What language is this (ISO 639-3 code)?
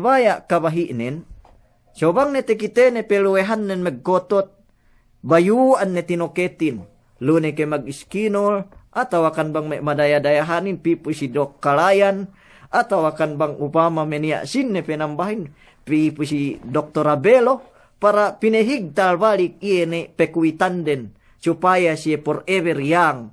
yka